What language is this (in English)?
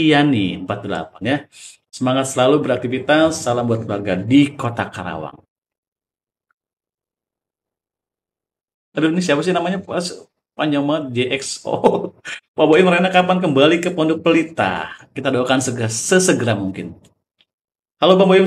Indonesian